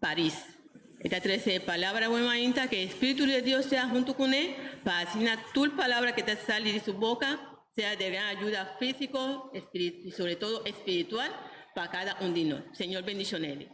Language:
Papiamento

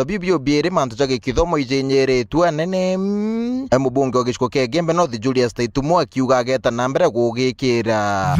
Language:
Meru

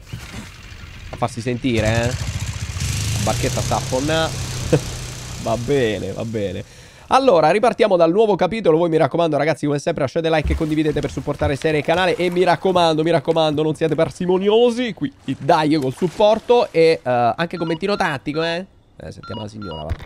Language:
Italian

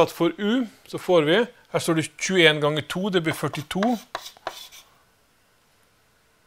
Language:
Norwegian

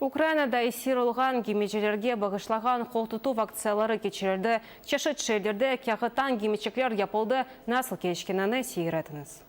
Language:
Crimean Tatar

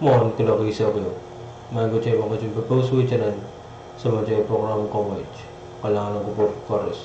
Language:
Pohnpeian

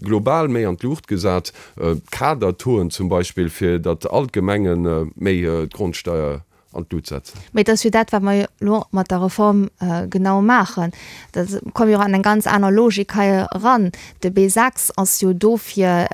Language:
Luxembourgish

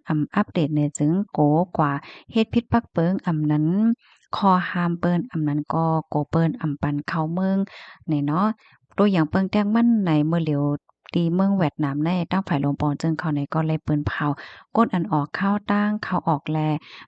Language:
Shan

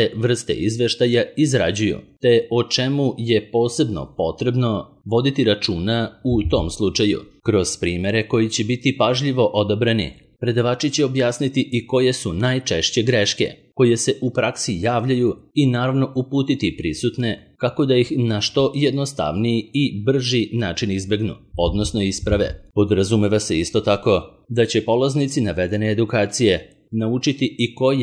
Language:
Serbian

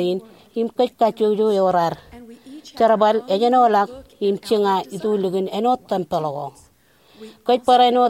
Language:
Marshallese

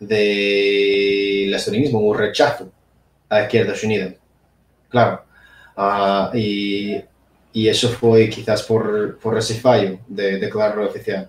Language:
Asturian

